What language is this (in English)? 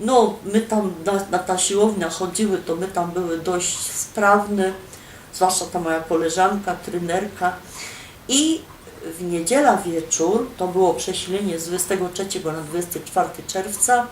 Silesian